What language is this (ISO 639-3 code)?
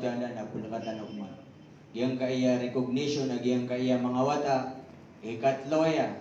mrw